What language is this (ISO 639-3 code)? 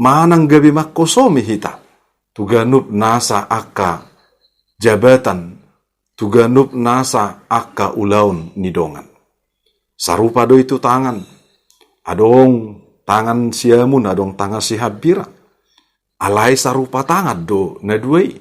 bbc